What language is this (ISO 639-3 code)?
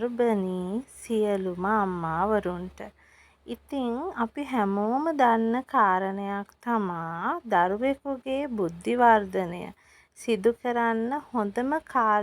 sin